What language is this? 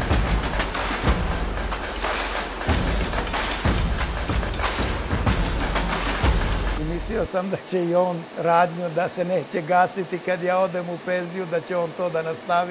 Serbian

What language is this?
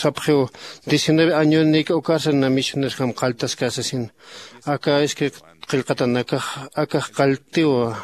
Aymara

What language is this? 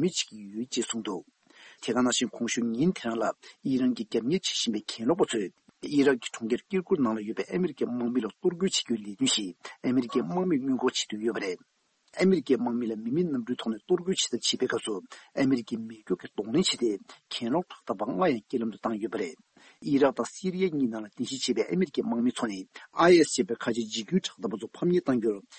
Tibetan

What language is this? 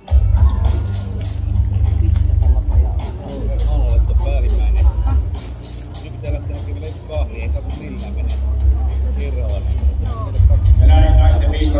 Finnish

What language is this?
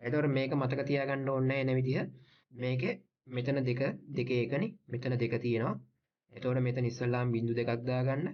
Sinhala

